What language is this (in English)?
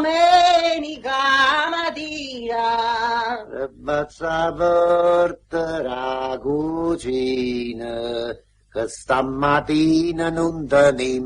Neapolitan